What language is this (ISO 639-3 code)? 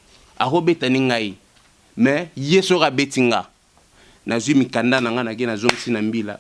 lin